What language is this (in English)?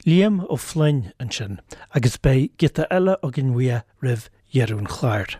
Irish